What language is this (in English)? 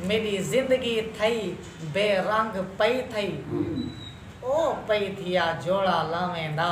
Saraiki